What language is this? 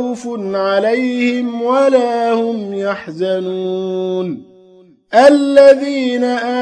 Arabic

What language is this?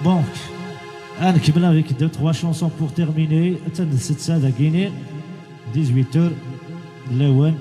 Kabyle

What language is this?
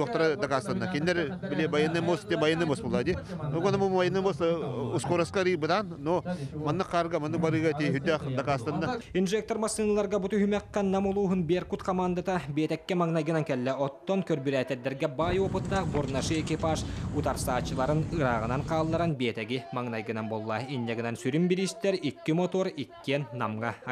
Yakut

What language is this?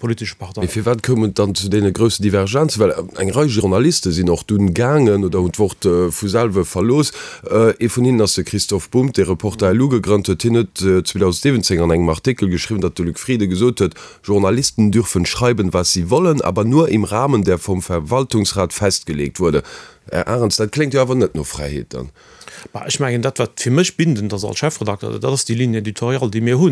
Luxembourgish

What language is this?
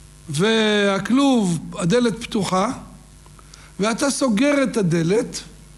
Hebrew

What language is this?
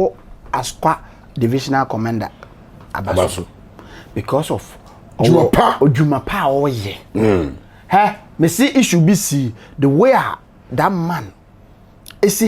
Akan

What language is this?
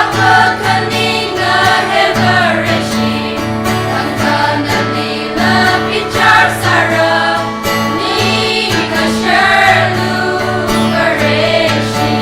Tangkhul Naga (India)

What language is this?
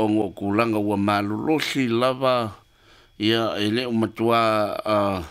Samoan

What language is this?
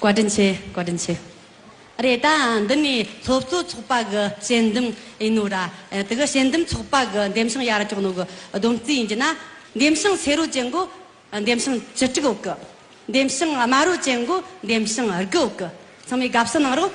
Amdo Tibetan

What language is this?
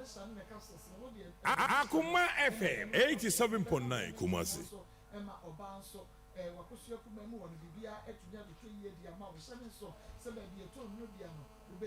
Akan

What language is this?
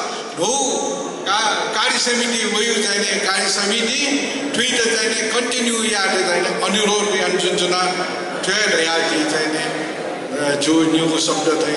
Newari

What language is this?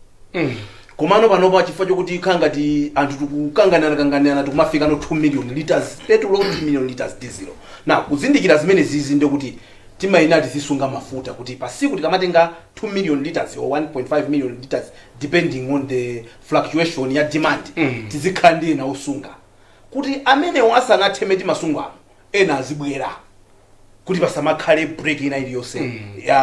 Nyanja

